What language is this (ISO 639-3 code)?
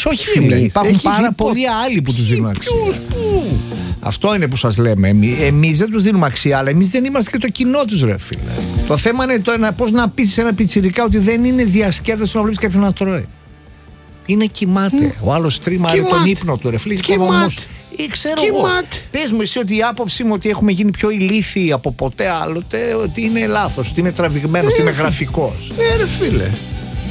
ell